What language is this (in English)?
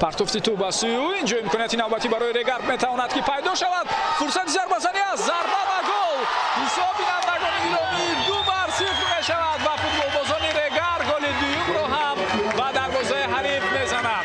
Tajik